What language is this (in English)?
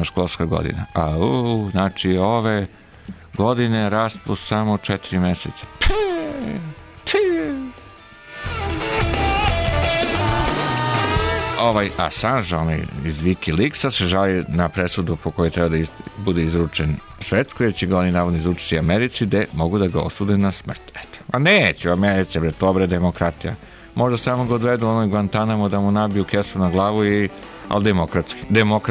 Serbian